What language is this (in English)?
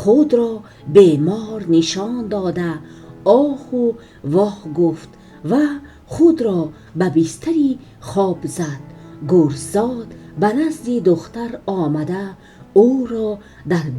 Tajik